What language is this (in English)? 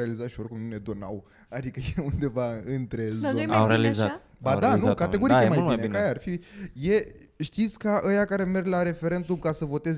Romanian